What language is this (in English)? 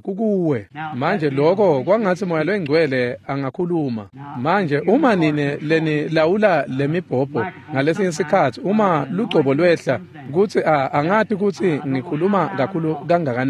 Swati